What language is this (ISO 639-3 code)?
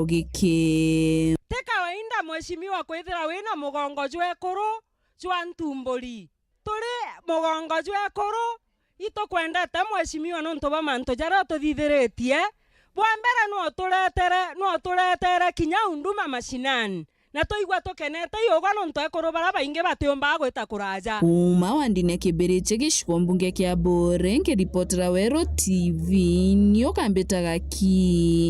mer